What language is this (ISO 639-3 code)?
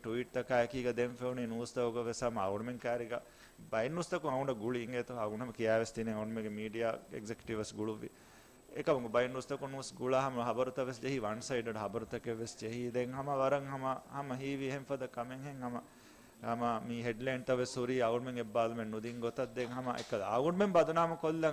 div